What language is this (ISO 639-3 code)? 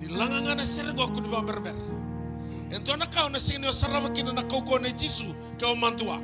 fij